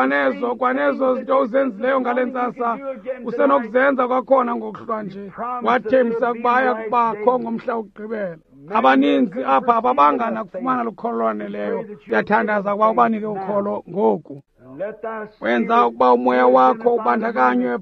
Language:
Xhosa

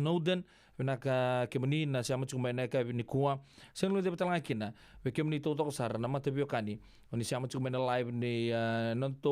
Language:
Fijian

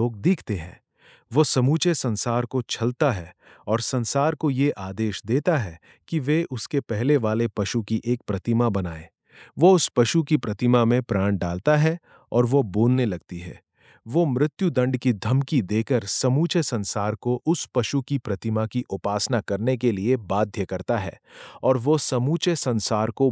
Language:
Hindi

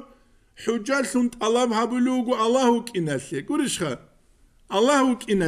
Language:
Avaric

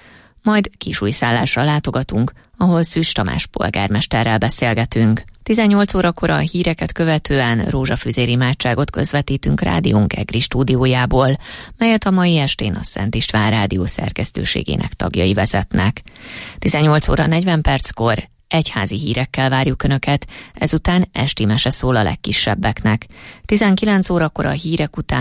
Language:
Hungarian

